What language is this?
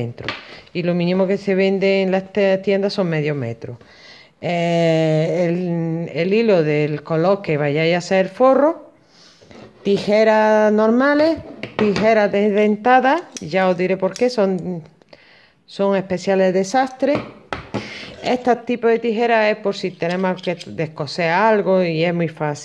Spanish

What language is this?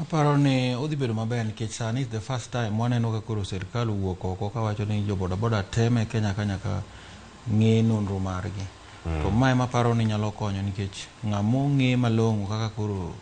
Luo (Kenya and Tanzania)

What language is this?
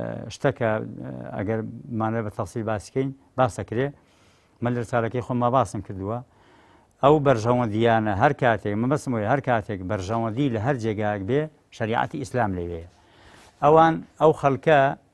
Central Kurdish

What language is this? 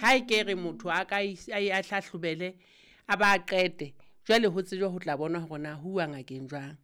Southern Sotho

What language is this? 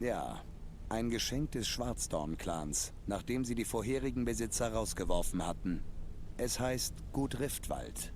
Swiss German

